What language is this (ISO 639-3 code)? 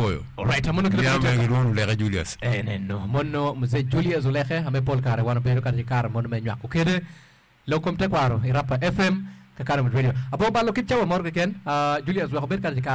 ach